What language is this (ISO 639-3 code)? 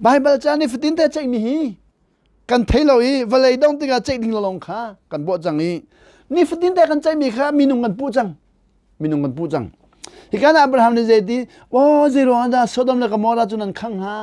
cnh